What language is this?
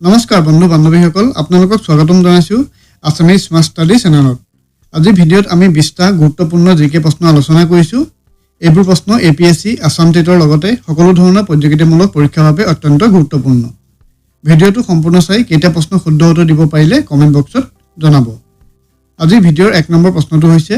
Assamese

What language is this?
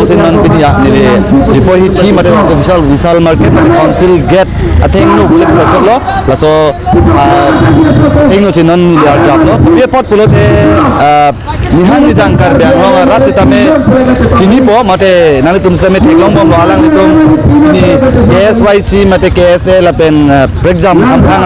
Karbi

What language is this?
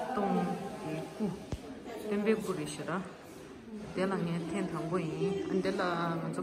Tibetan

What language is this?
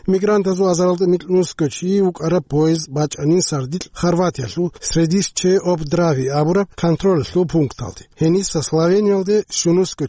Avaric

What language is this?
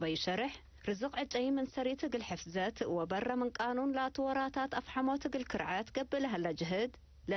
Tigre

